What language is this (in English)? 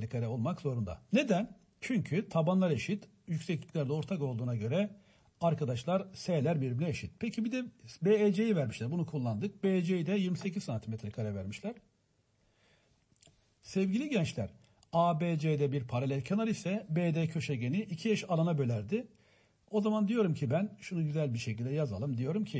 Turkish